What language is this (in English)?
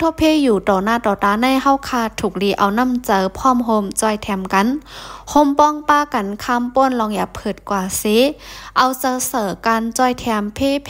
Lao